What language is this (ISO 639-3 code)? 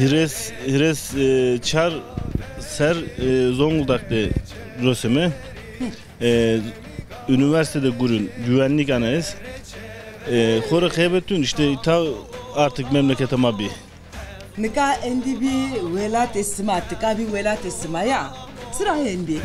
zza